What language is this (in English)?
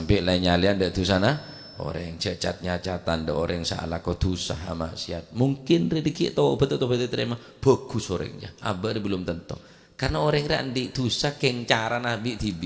Madurese